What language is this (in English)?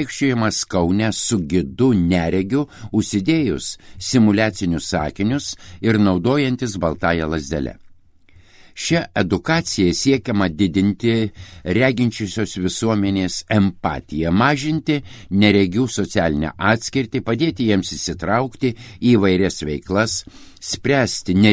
Lithuanian